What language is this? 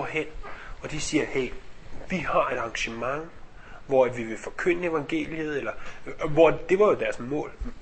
Danish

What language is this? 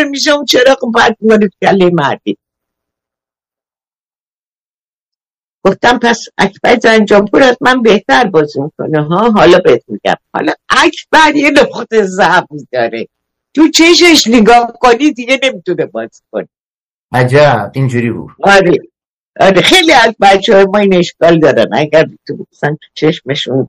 Persian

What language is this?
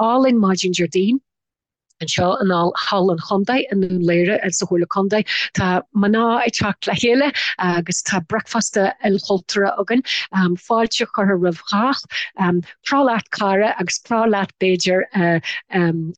Irish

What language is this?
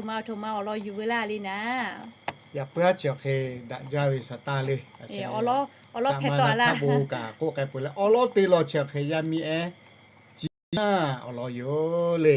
Lahu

